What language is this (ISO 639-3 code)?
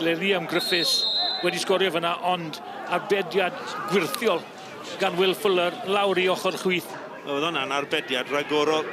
cym